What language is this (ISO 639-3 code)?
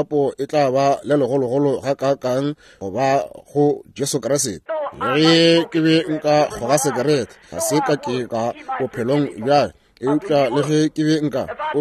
nso